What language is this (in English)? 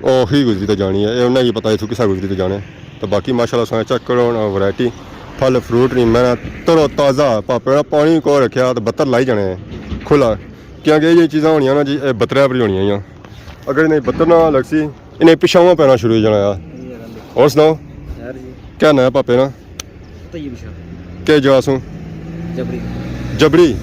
Pahari-Potwari